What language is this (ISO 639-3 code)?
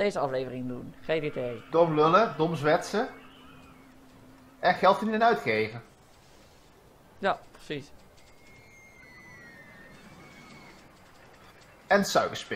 nld